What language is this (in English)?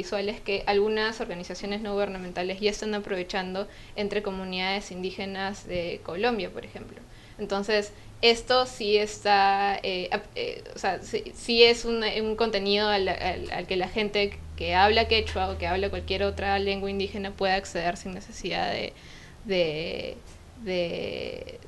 Spanish